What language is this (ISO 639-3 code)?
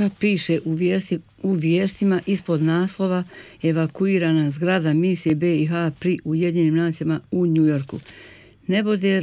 bos